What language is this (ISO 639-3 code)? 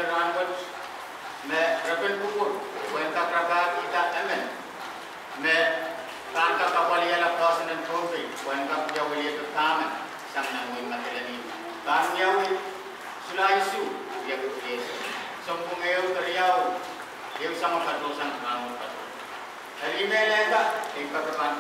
pon